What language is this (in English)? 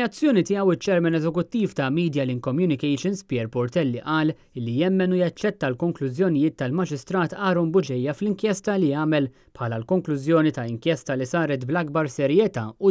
Maltese